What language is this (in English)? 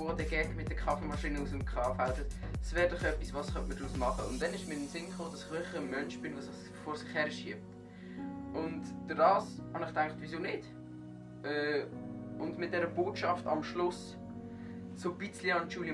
Swiss German